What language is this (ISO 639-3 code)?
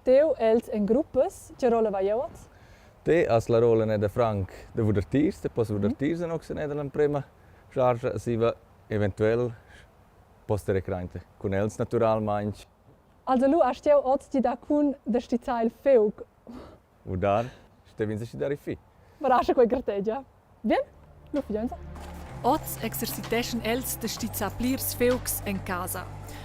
roh